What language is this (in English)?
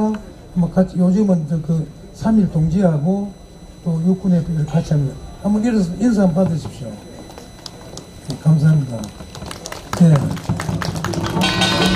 Korean